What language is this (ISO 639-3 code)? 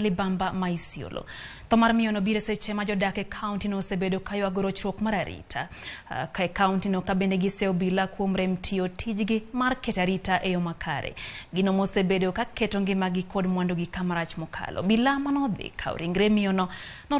luo